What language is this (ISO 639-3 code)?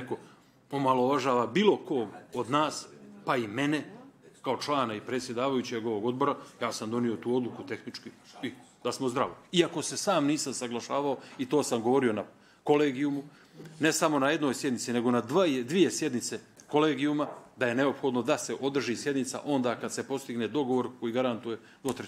bos